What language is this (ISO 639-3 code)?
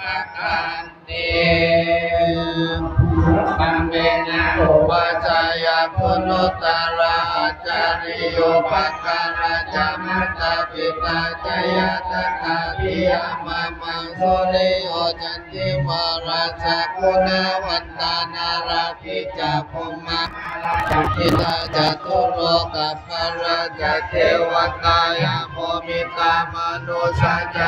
pli